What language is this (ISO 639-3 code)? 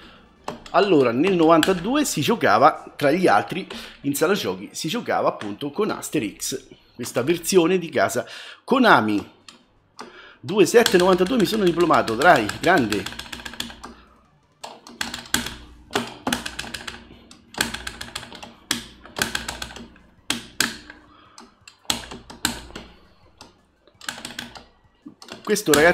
ita